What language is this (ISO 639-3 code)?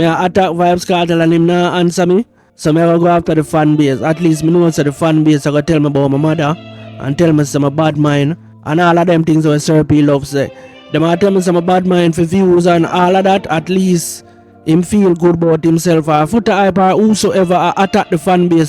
jam